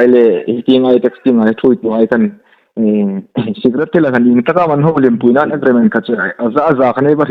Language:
Hmar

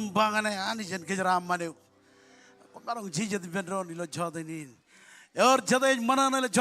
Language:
Marshallese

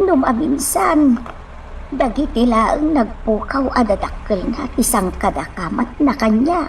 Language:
Iloko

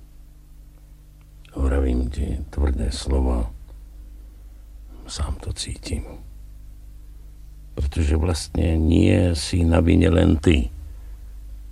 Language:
Slovak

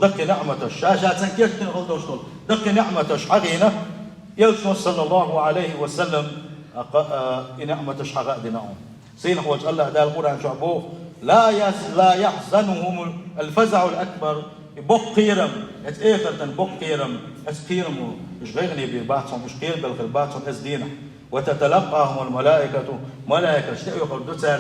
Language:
Chechen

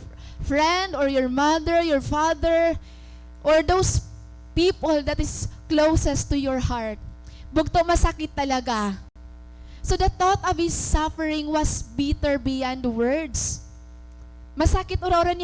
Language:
Waray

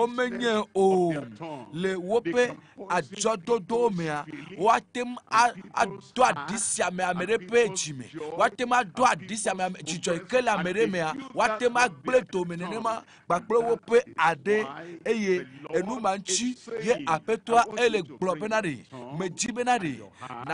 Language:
Ewe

